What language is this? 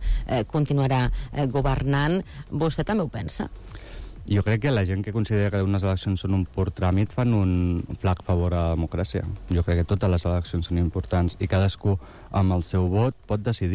Catalan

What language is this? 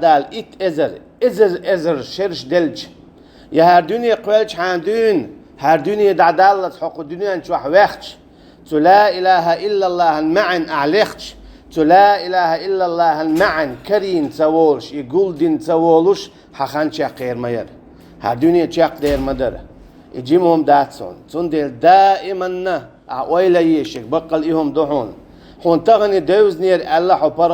Chechen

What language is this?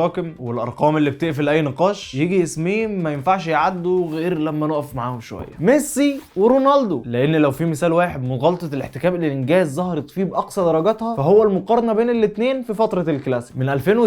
Egyptian Arabic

